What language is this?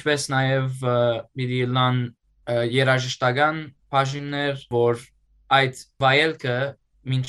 Western Armenian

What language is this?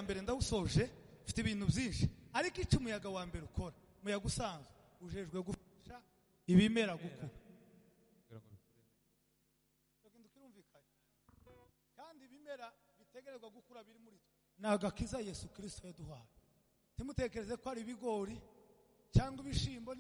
Kinyarwanda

